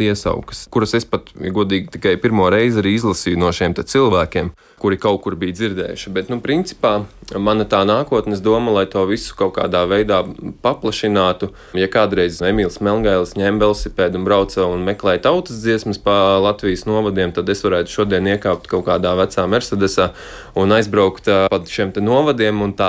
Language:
Latvian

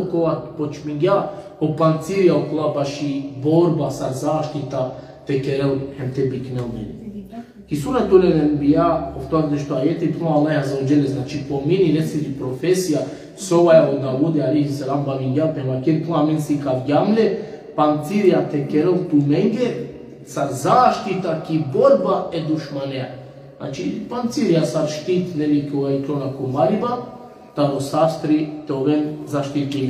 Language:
Balkan Romani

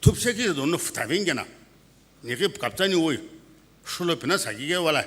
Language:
Sumi Naga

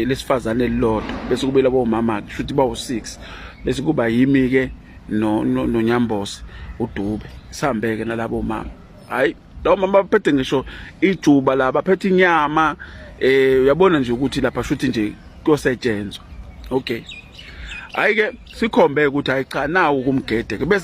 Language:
Zulu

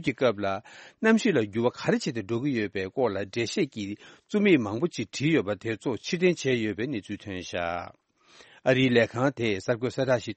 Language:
Tibetan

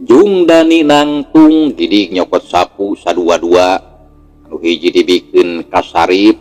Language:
Sundanese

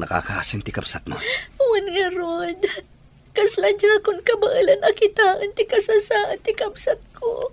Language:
Iloko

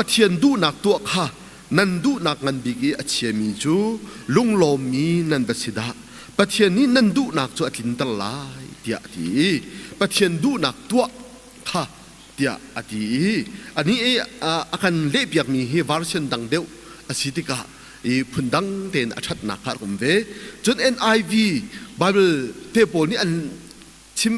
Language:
Hakha Chin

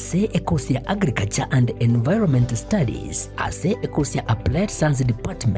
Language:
Gusii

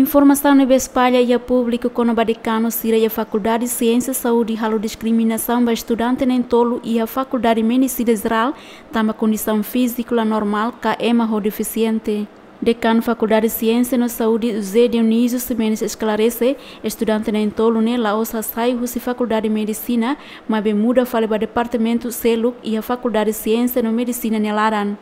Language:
Tetum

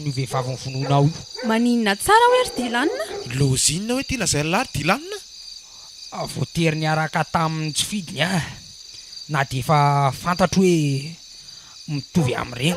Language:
Malagasy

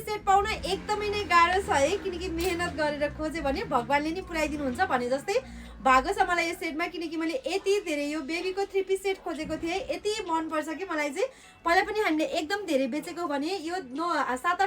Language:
Nepali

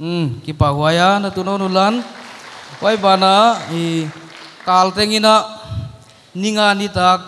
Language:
Paite Chin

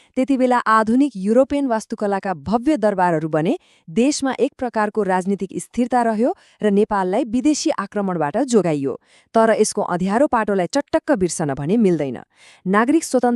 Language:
Nepali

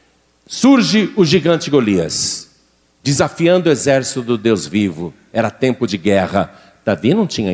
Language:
Portuguese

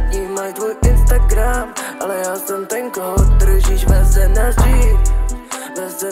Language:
Czech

